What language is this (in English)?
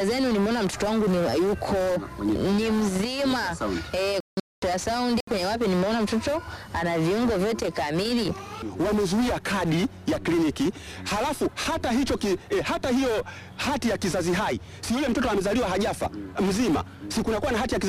Swahili